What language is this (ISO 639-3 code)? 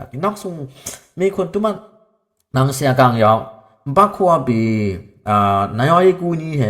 dis